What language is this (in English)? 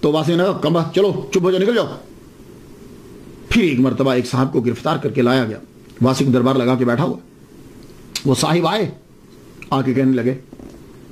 Urdu